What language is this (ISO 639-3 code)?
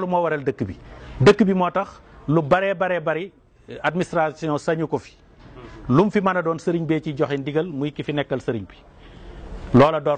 wol